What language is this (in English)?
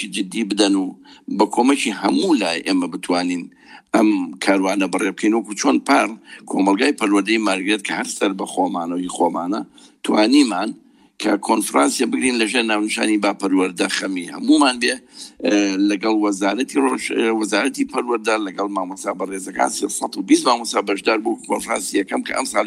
Central Kurdish